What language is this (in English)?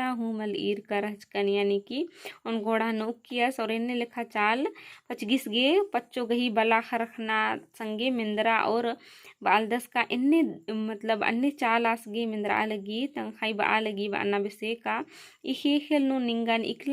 Kurukh